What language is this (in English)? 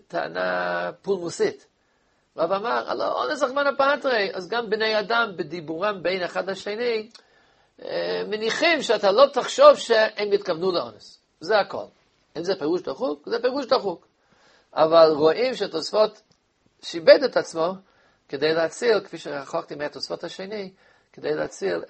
Hebrew